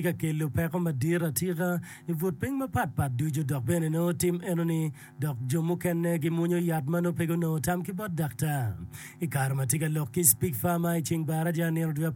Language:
Acoli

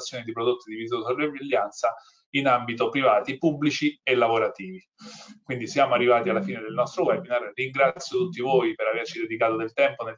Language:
Italian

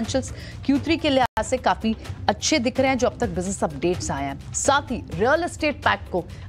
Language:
Hindi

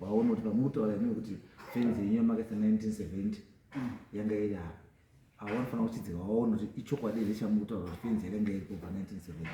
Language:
Shona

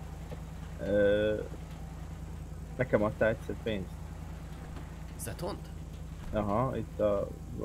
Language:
Hungarian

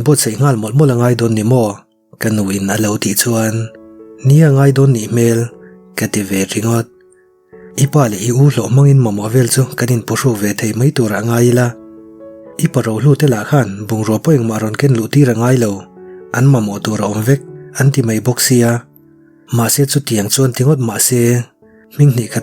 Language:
Mizo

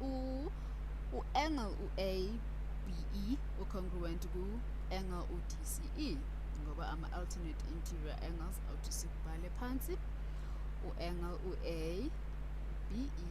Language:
Zulu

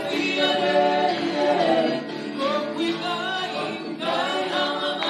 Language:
Tongan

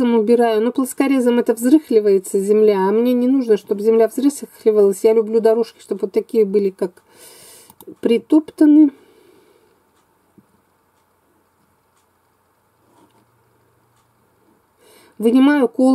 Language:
Russian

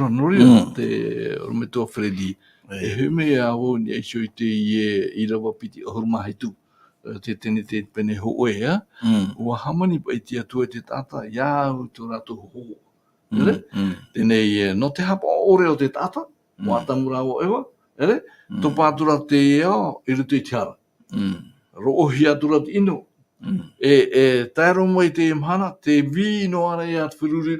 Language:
Tahitian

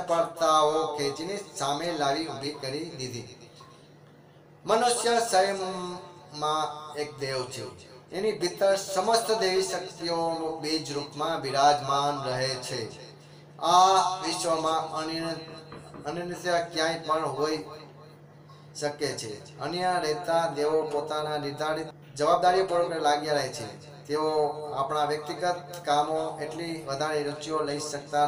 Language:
Gujarati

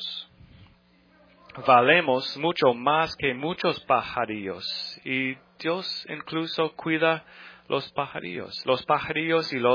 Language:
Spanish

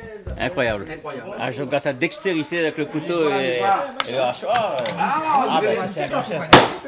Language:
Réunion Creole French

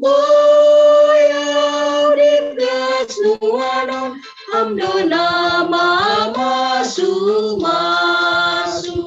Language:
Batak Simalungun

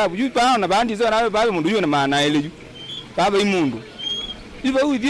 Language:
Kamba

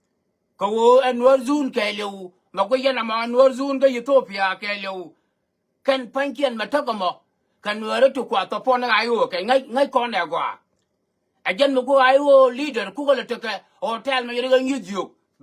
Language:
Nuer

